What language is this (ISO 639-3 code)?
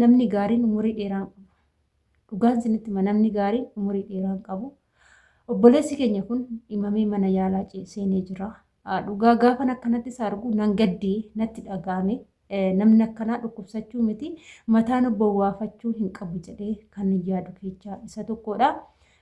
orm